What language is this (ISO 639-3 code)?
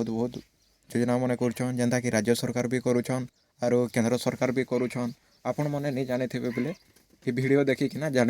spv